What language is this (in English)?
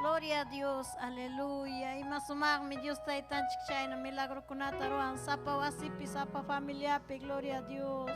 Ayacucho Quechua